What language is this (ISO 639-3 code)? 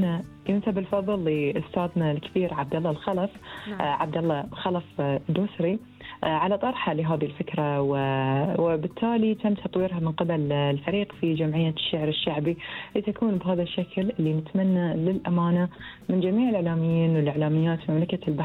afb